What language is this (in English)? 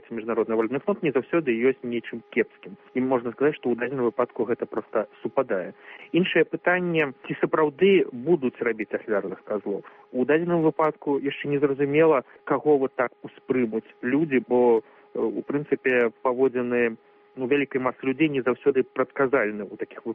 Belarusian